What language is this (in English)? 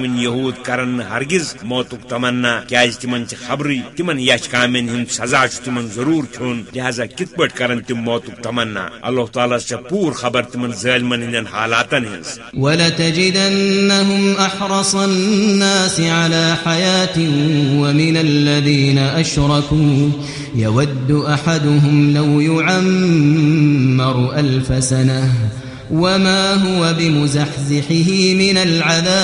Kashmiri